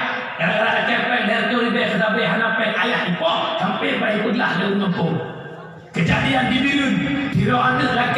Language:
Achinese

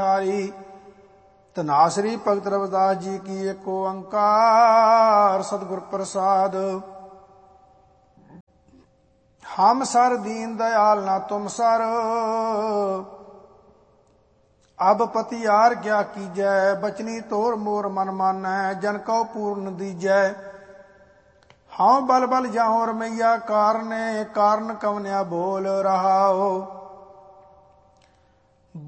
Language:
Punjabi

